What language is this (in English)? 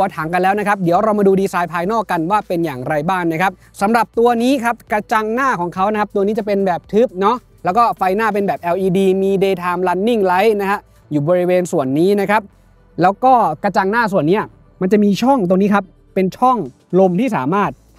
Thai